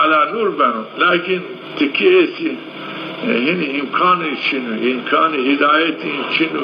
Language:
Zaza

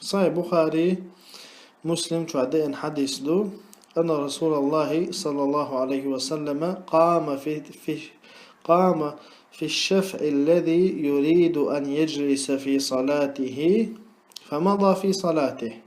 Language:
Chechen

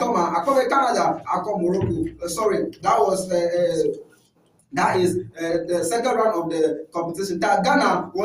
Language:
Ewe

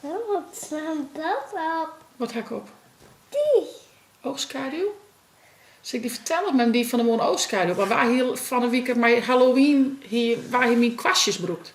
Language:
Western Frisian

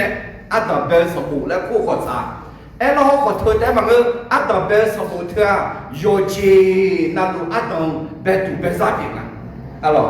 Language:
Akha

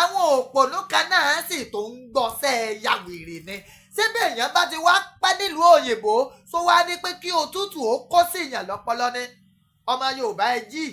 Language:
Yoruba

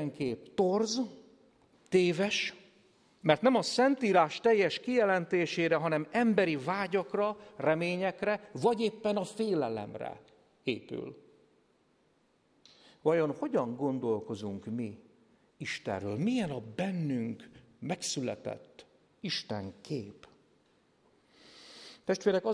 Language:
Hungarian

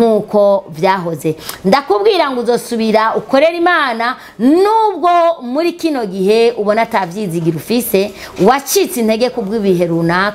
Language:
Rundi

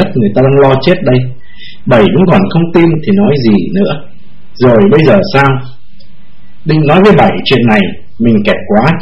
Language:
Vietnamese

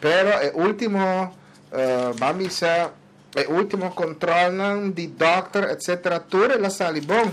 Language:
Papiamento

